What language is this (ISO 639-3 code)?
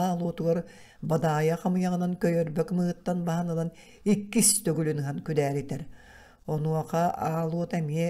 sah